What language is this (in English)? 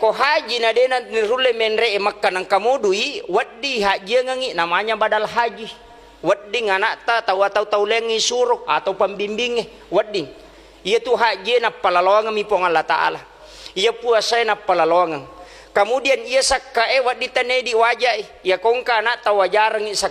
Buginese